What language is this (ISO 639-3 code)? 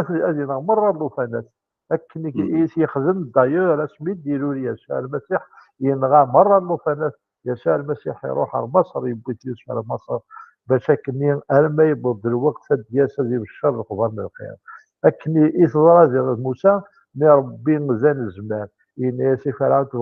kab